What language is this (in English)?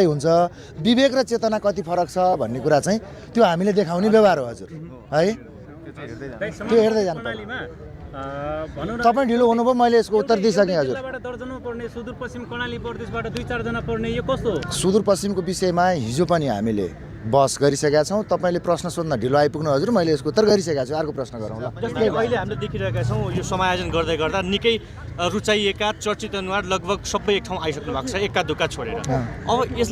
Nepali